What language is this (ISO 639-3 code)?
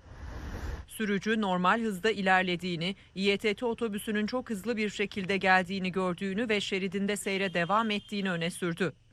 tur